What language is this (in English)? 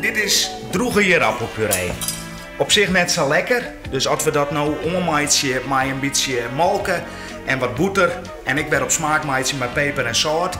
Western Frisian